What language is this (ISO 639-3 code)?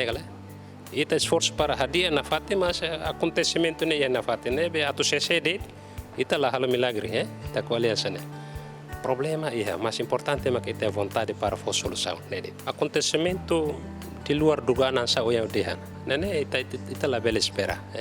tet